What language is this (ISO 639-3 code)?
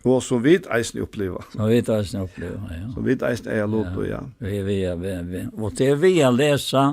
fao